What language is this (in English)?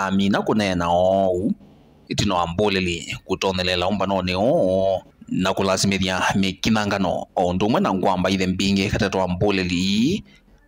Kamba